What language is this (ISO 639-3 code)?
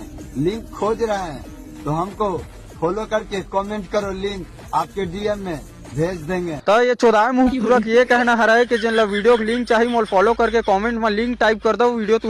hne